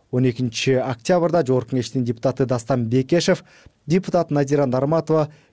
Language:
Kyrgyz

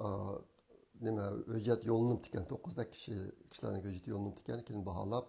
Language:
Uyghur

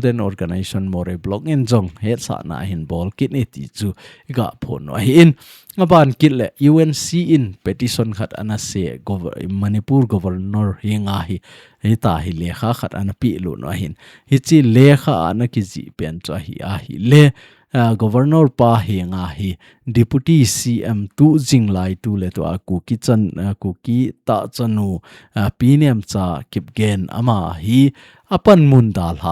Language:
Thado Chin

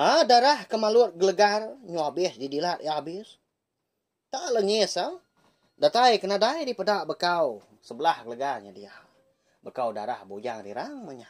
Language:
Iban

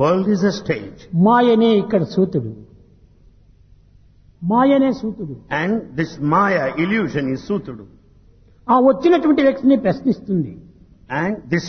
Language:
Telugu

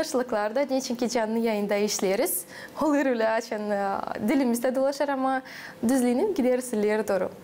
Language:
Gagauz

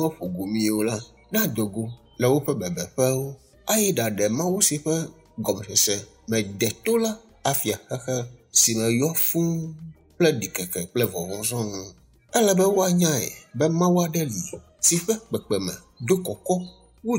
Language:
Ewe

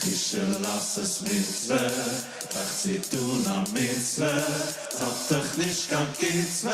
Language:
Yiddish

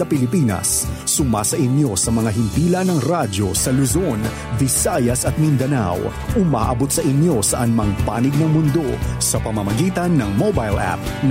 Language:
Filipino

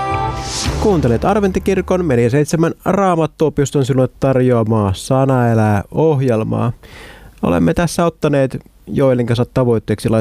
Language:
Finnish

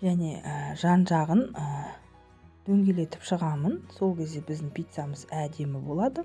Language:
Kazakh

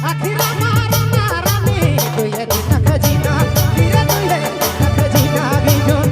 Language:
Sadri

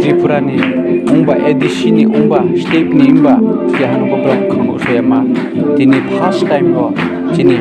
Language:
Riang (India)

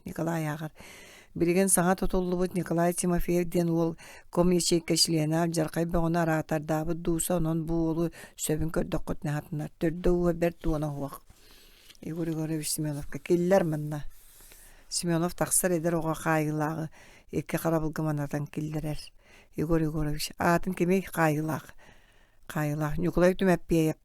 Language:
Yakut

